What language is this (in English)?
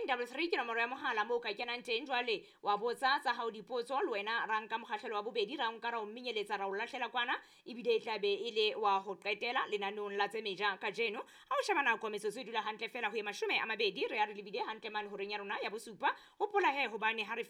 Southern Sotho